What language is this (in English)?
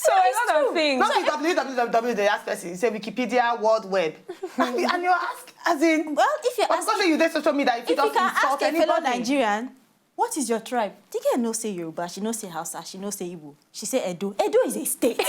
Nigerian Pidgin